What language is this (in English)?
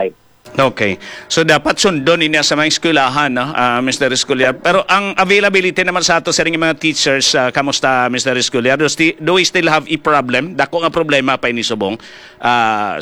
Hiligaynon